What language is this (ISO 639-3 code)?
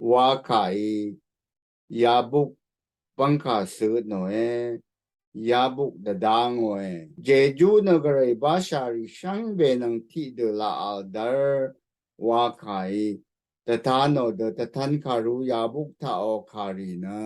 raw